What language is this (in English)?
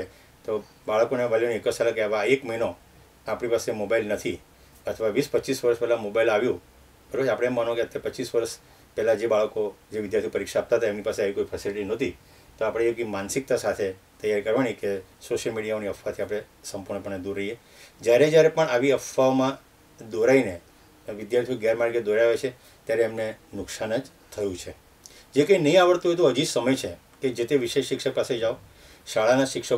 Gujarati